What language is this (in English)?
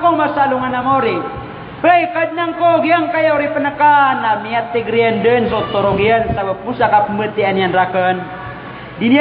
Maranao